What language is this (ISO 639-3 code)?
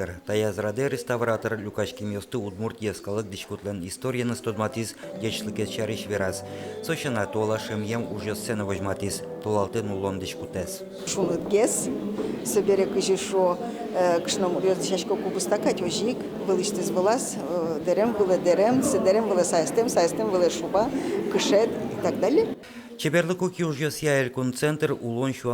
udm